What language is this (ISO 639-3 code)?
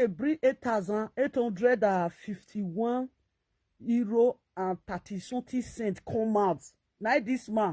pcm